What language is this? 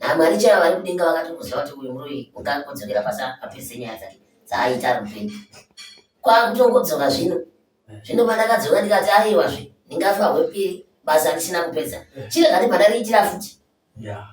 Shona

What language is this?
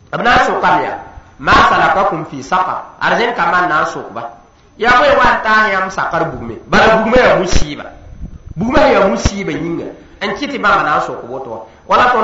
Mossi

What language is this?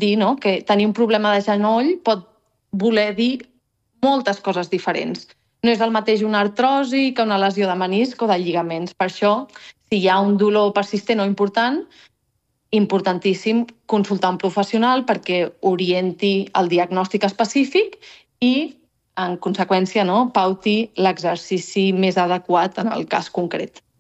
Catalan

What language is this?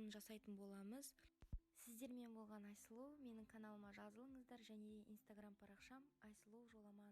Kazakh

